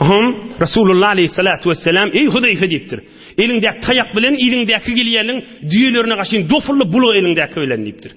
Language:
Turkmen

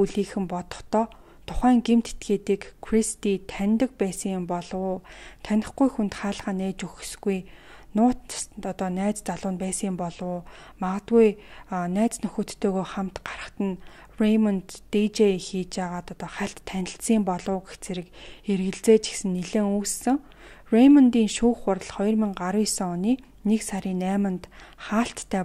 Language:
Mongolian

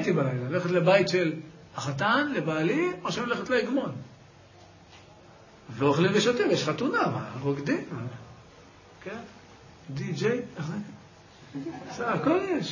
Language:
Hebrew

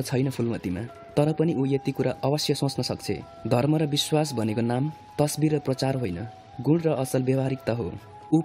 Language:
Nepali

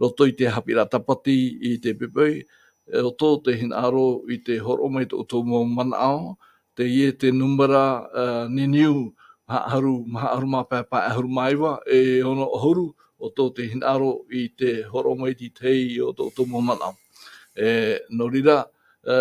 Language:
Tahitian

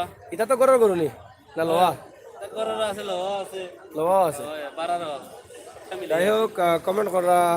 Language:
Sylheti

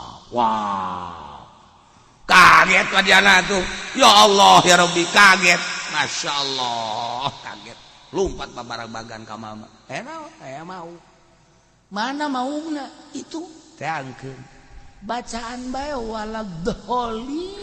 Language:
Sundanese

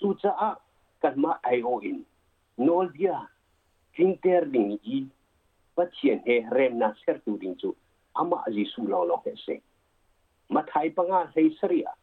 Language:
Hakha Chin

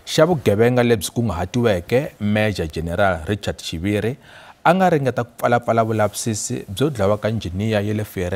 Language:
Tsonga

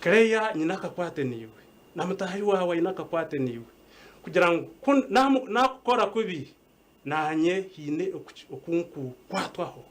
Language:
Nyankole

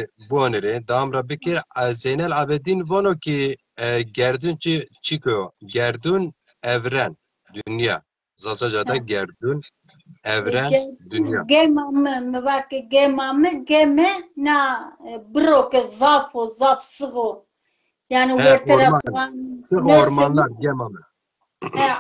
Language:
Zaza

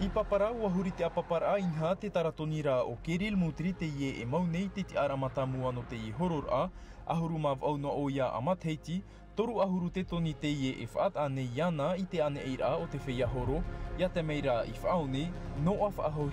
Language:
Tahitian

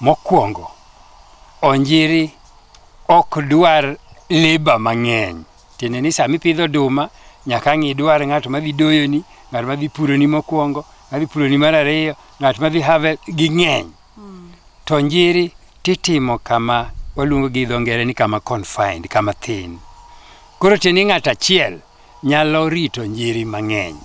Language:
Luo (Kenya and Tanzania)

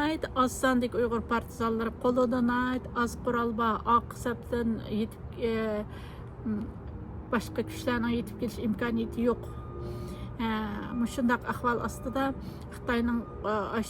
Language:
Uyghur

